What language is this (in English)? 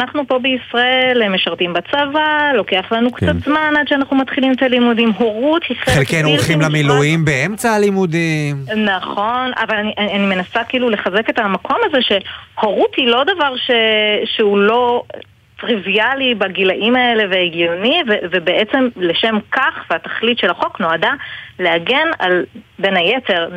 Hebrew